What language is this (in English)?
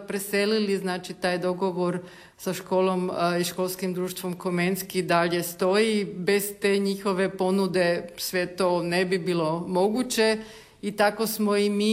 Croatian